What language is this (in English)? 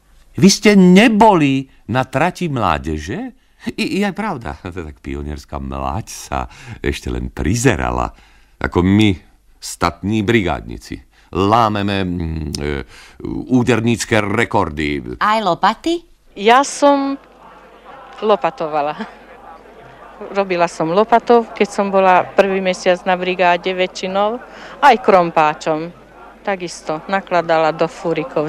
Slovak